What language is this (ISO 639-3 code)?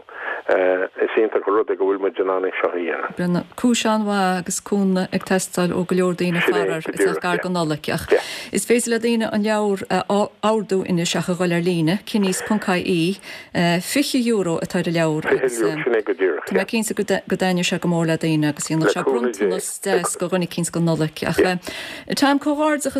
gle